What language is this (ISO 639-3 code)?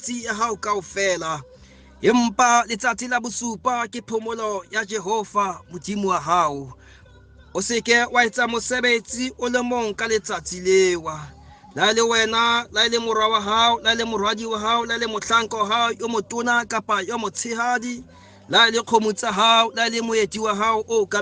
sot